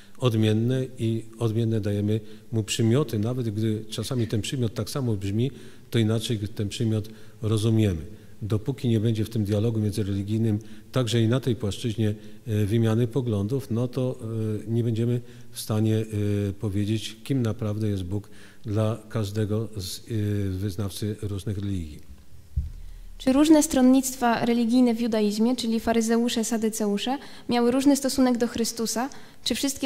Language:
Polish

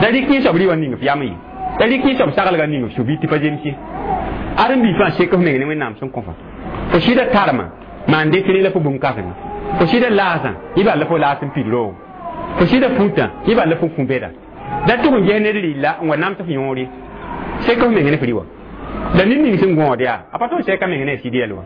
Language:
Mossi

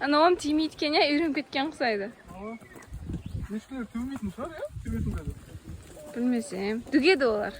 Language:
Kara-Kalpak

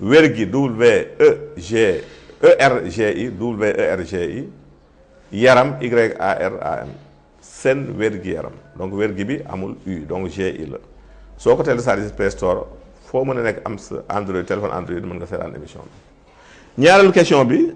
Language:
Wolof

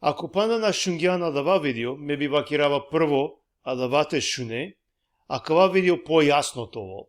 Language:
Balkan Romani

